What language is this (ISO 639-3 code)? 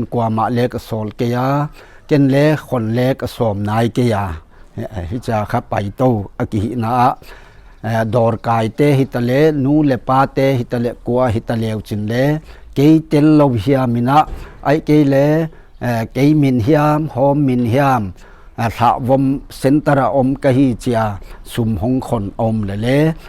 pck